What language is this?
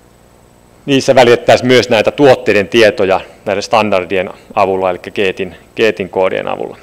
Finnish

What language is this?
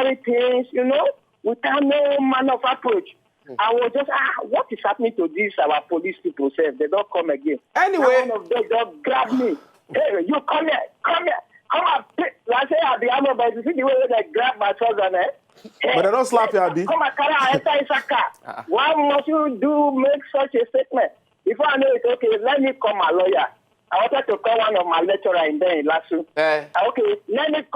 Nigerian Pidgin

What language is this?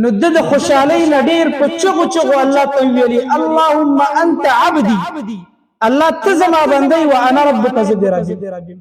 Pashto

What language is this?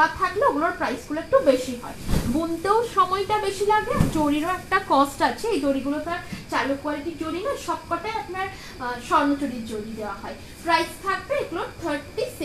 Bangla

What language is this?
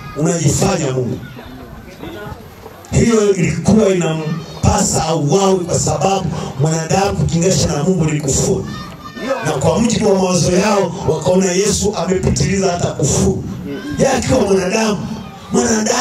Swahili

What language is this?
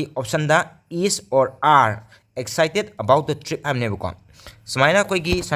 Manipuri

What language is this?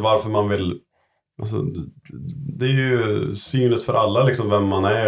Swedish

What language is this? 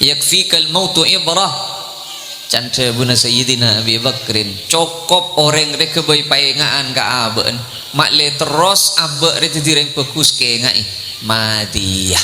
Madurese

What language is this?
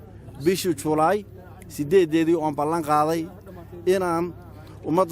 Somali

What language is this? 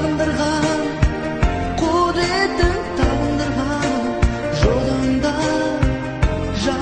Kazakh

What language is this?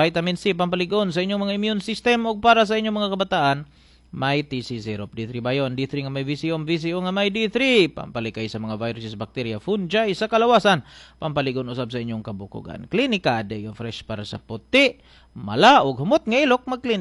Cebuano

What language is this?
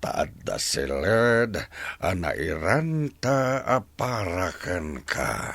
Iloko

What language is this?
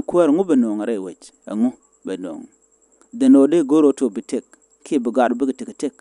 Nuer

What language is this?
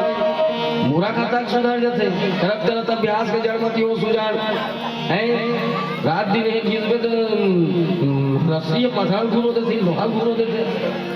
Chhattisgarhi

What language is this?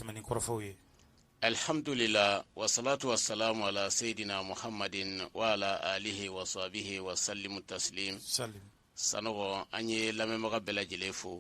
Bambara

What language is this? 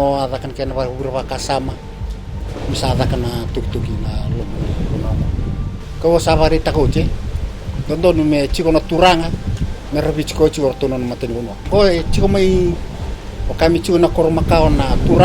Fijian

